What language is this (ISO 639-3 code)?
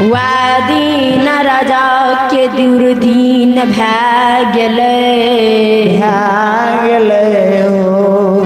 mai